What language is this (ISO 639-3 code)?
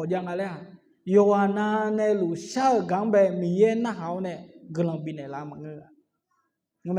ahk